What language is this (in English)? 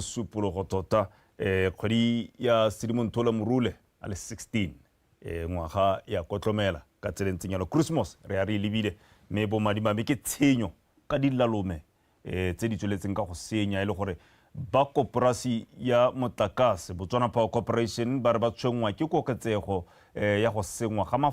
Tswana